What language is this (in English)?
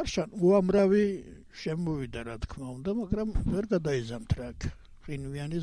Georgian